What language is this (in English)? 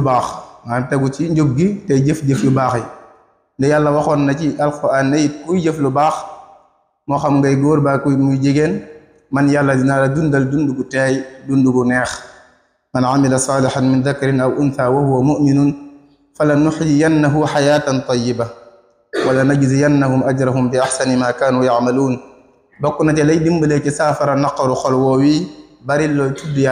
Wolof